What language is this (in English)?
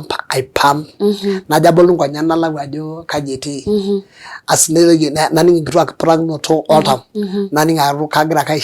Masai